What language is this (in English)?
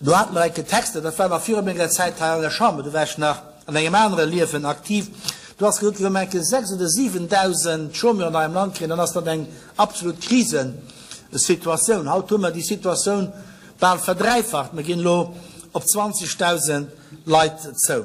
Luxembourgish